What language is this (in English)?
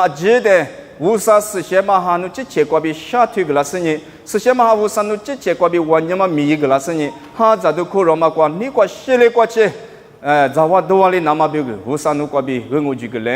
Lisu